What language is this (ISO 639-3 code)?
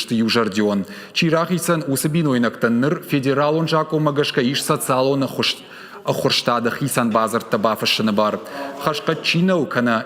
oss